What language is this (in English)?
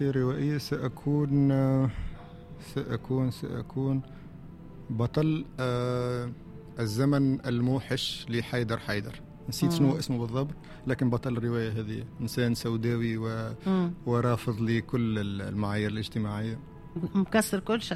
Tunisian Arabic